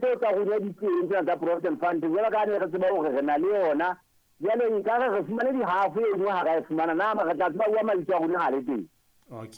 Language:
Southern Sotho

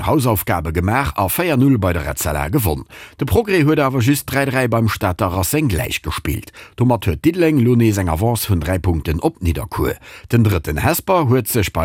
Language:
Luxembourgish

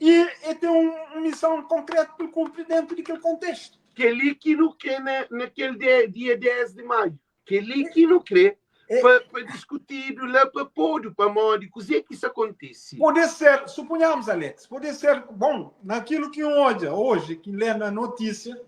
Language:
Kabuverdianu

